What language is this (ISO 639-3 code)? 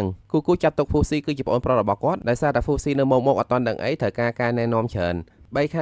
khm